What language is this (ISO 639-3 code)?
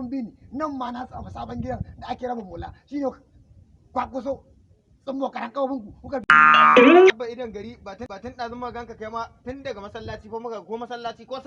hau